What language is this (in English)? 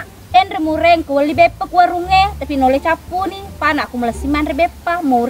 Buginese